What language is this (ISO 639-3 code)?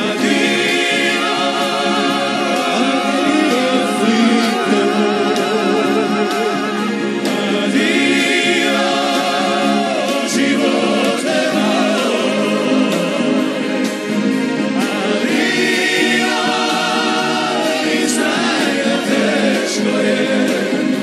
hrv